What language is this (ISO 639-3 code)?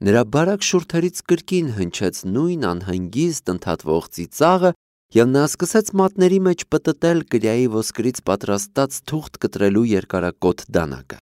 hye